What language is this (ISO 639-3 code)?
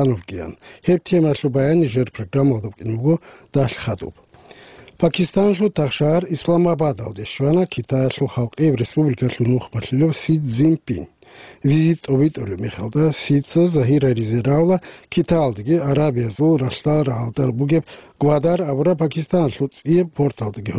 ava